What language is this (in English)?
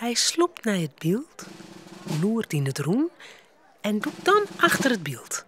Western Frisian